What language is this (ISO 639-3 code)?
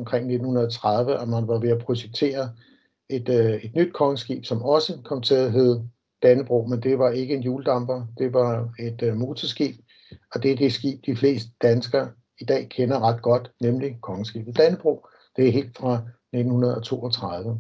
dan